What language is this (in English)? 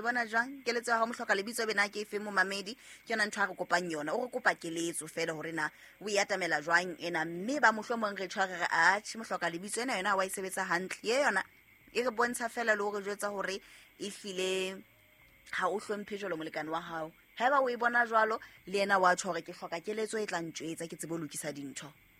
Southern Sotho